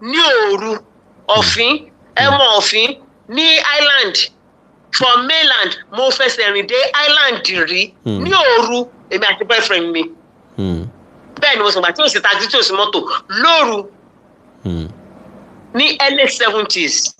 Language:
Yoruba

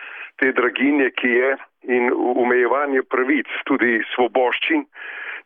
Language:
Slovenian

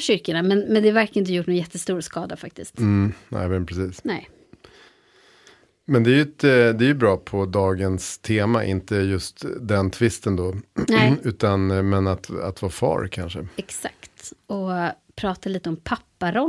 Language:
Swedish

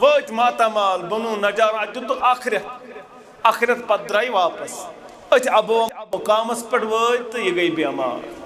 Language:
Kashmiri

